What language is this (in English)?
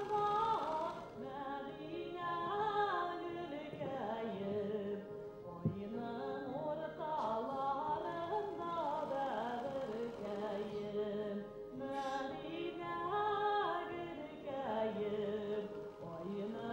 Bashkir